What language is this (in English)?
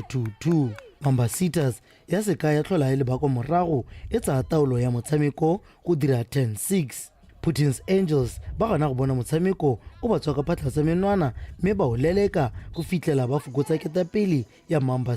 Tswana